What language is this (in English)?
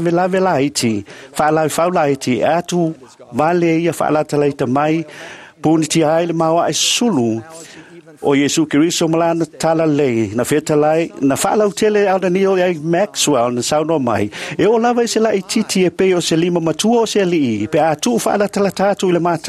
Samoan